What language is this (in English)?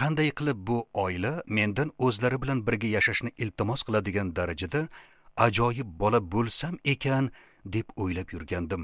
Uzbek